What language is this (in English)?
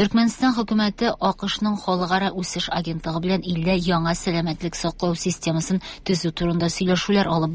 Tatar